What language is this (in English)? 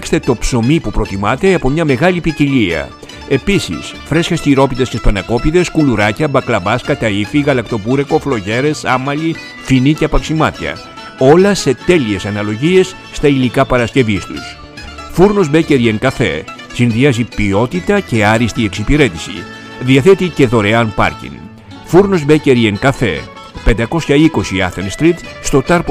Greek